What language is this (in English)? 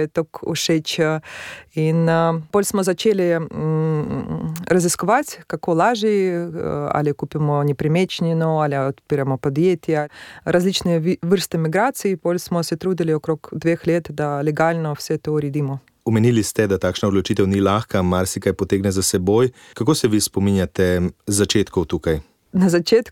Slovenian